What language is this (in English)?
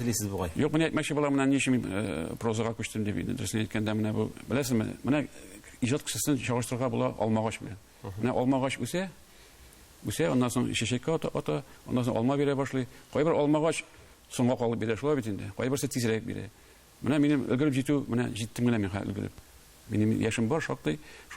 Tatar